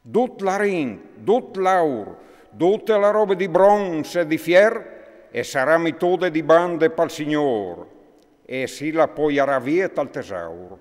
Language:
Friulian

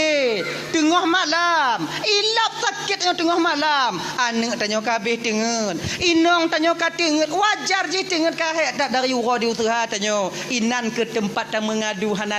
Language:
Achinese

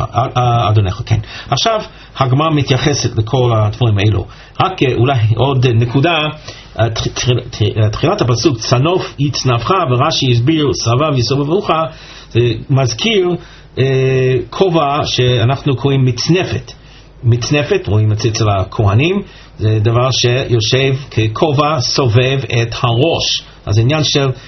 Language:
Hebrew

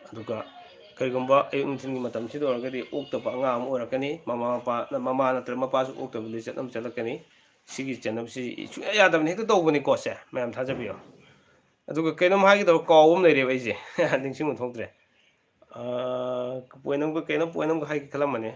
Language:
Manipuri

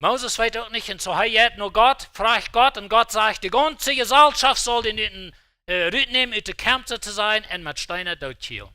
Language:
Plautdietsch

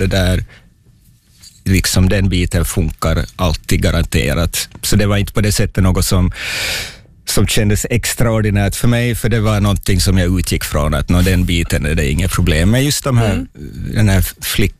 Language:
Swedish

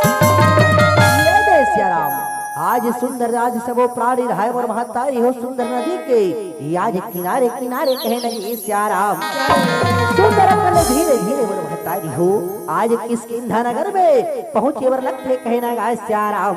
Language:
Chhattisgarhi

